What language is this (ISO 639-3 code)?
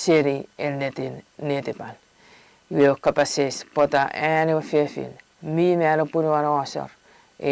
chk